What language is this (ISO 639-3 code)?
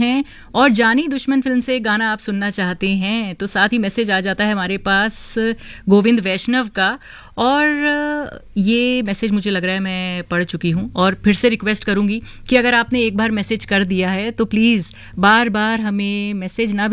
hin